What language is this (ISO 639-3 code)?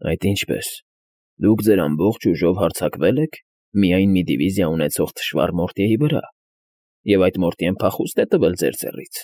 hye